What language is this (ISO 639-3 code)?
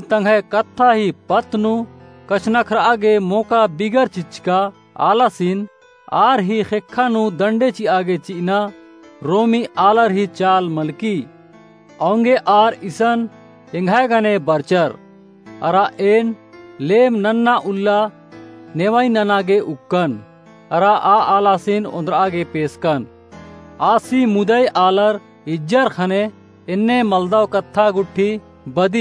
kru